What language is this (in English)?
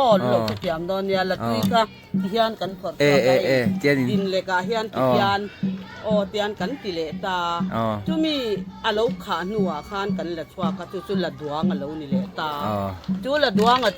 Mizo